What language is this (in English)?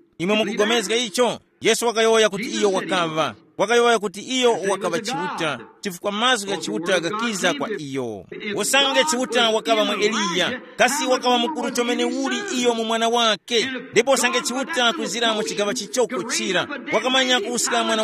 Tumbuka